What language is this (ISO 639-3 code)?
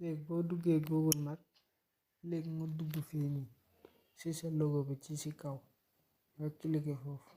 wol